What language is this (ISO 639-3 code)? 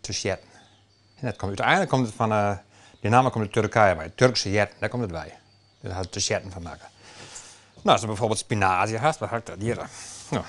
fry